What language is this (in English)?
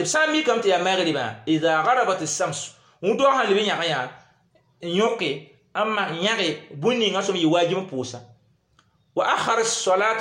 Mossi